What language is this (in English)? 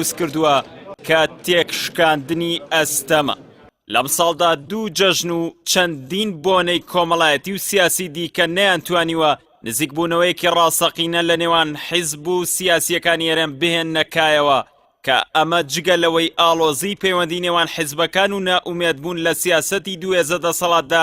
Central Kurdish